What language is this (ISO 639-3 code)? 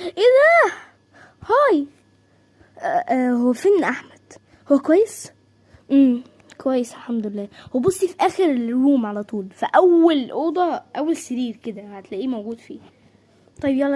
arz